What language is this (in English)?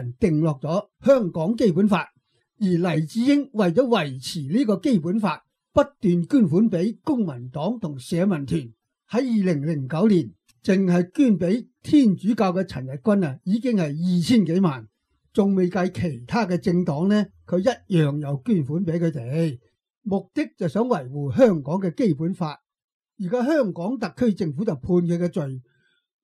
Cantonese